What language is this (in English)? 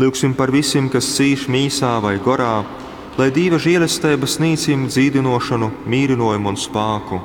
Latgalian